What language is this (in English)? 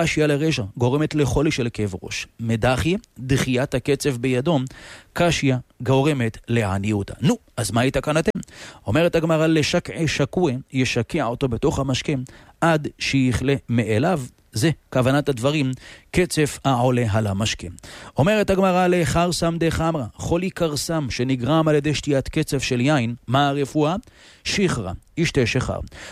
Hebrew